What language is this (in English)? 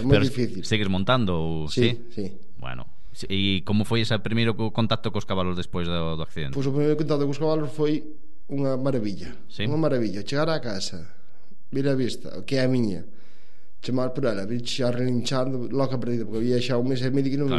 Galician